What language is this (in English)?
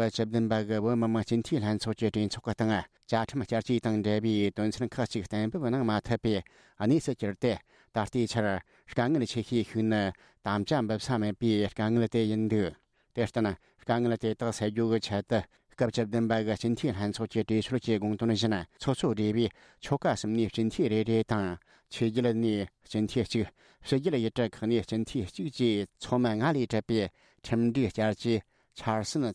Tibetan